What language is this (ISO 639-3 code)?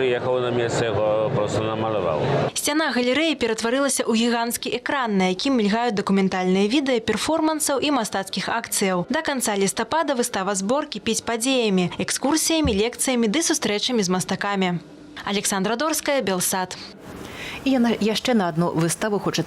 bel